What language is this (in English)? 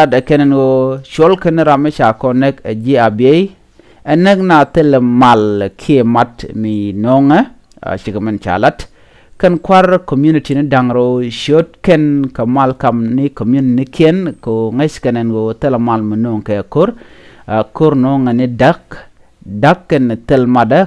Nuer